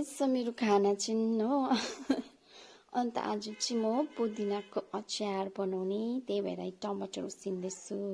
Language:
Nepali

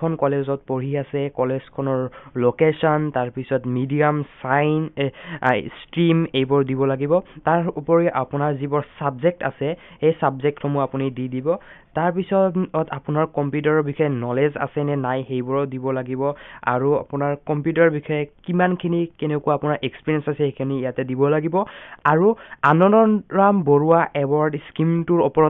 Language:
Assamese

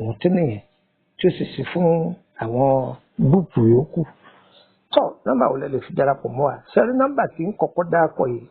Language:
Yoruba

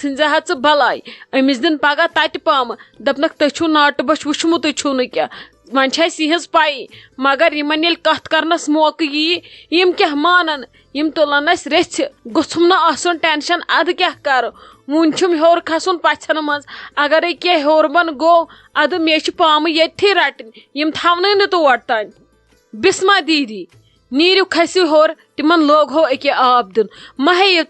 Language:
Kashmiri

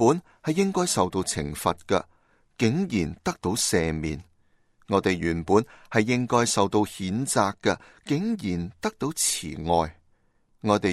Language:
Cantonese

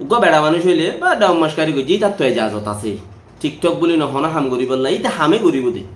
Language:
Rohingya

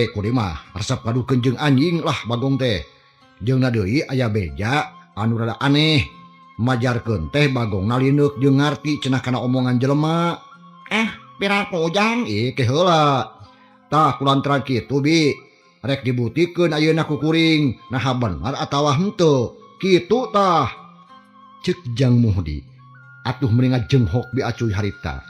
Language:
Sundanese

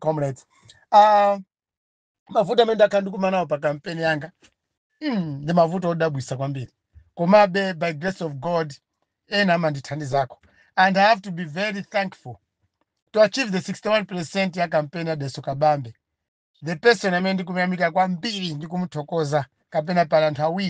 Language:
Nyanja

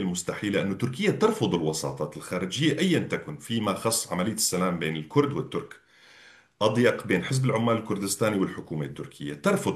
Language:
North Levantine Arabic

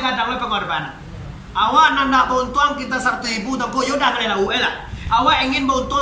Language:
Minangkabau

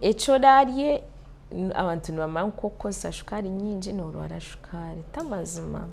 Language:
Nyankole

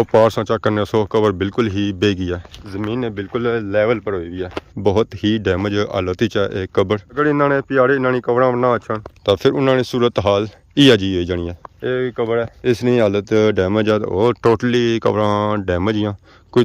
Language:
Pahari-Potwari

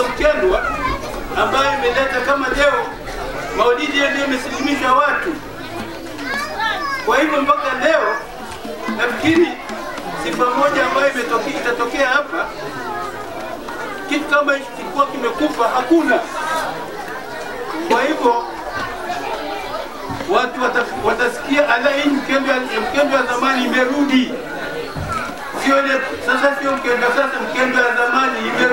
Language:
Swahili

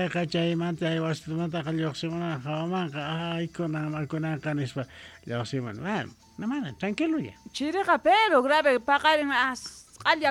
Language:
Quechua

